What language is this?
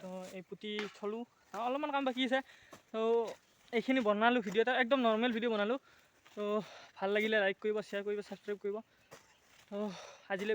Assamese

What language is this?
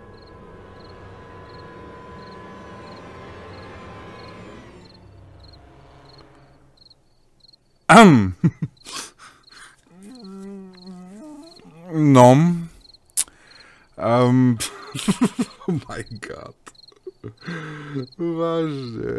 Slovak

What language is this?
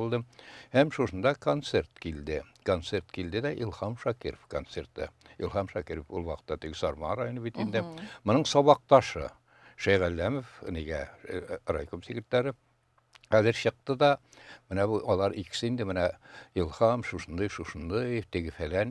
Tatar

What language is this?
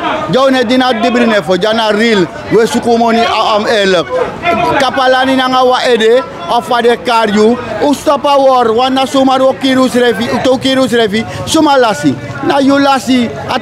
Sranan Tongo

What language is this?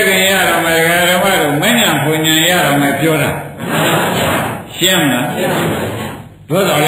Burmese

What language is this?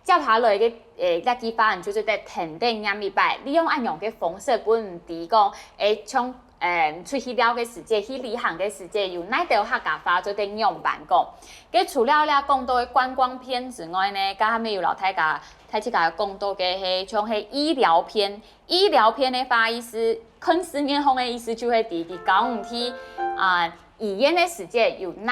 Hakka Chinese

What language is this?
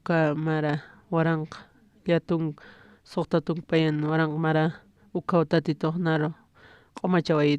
Aymara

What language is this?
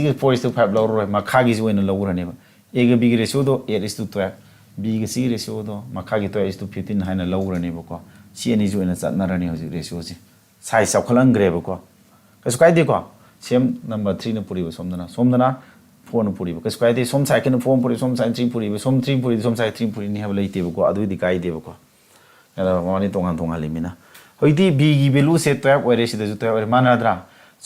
Manipuri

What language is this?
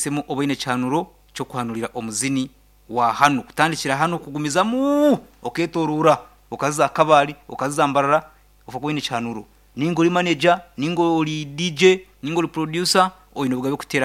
Nyankole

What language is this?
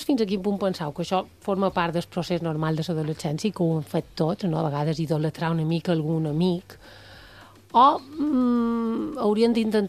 Catalan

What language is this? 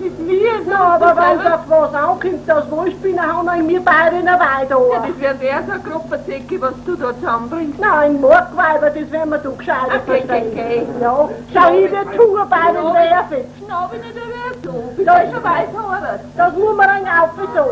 Bavarian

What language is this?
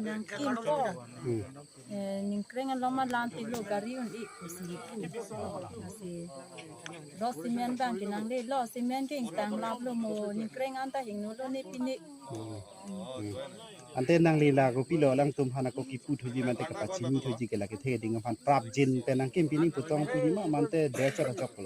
Karbi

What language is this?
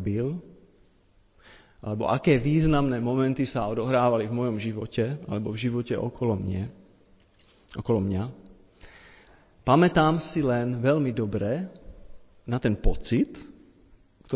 Slovak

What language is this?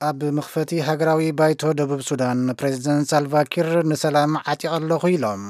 Tigrinya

